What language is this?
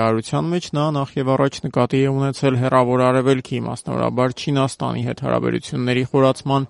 Armenian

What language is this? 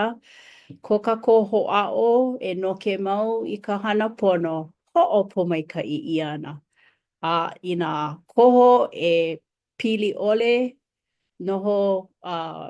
Hawaiian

